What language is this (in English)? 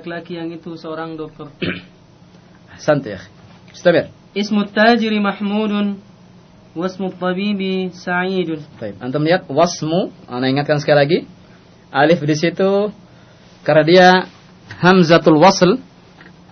Indonesian